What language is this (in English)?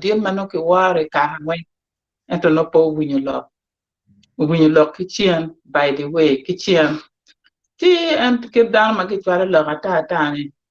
Acoli